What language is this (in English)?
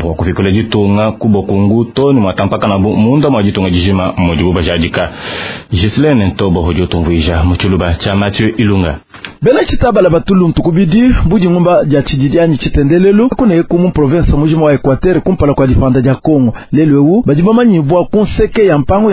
Luba-Lulua